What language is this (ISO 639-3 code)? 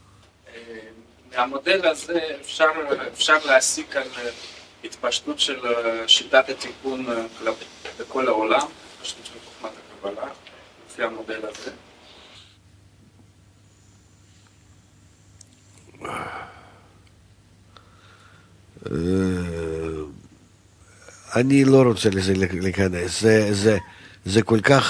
heb